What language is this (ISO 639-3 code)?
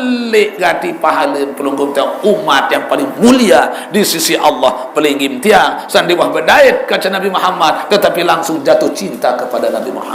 sas